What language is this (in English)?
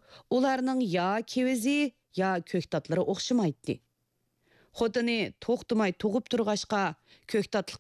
Uyghur